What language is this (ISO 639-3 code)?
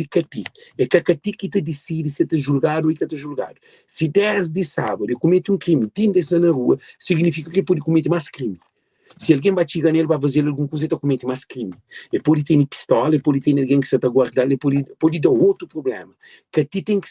kea